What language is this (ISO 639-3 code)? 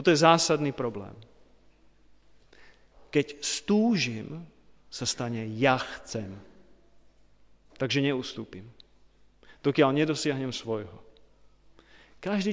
slk